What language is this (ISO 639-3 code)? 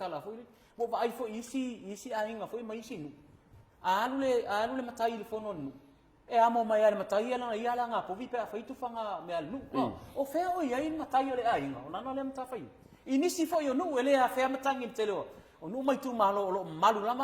smo